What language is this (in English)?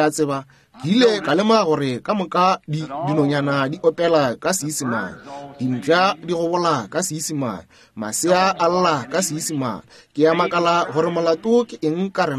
Northern Sotho